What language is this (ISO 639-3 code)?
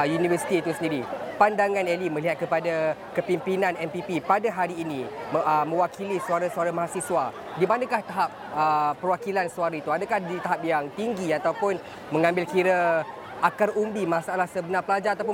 msa